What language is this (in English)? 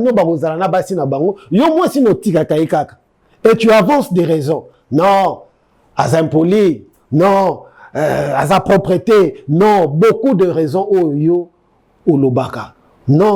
Lingala